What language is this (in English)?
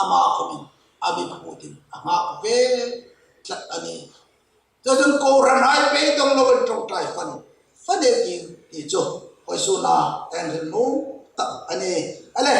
Hmar